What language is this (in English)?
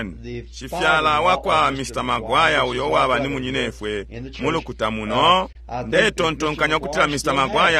Bemba